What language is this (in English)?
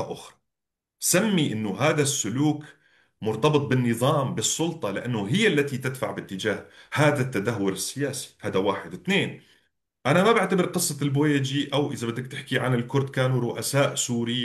North Levantine Arabic